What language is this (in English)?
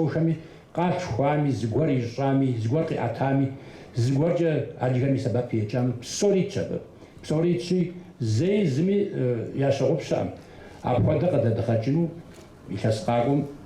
Kabardian